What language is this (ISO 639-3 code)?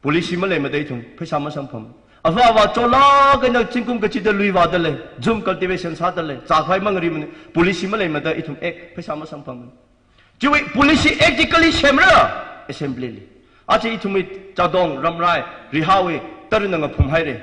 nmf